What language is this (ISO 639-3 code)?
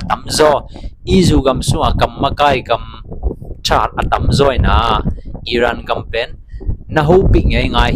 ctd